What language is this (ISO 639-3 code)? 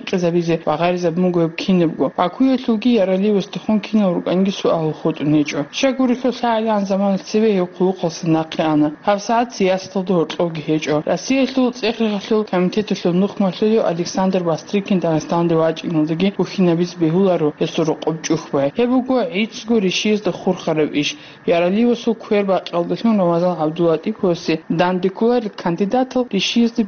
ava